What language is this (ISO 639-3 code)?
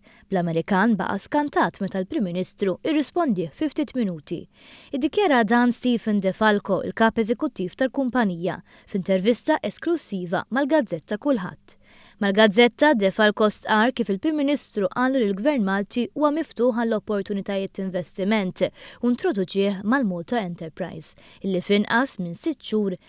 mlt